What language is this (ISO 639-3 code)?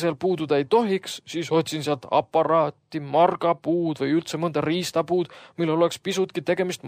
est